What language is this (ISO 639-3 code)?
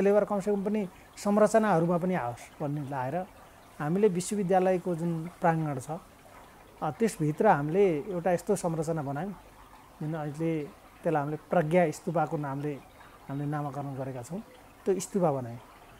nep